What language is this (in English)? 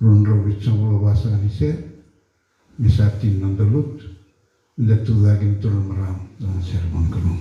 Fijian